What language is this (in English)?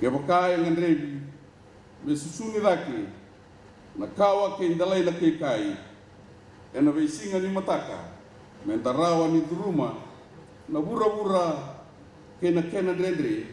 Fijian